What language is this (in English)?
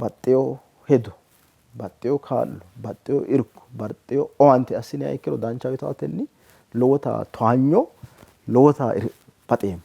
Sidamo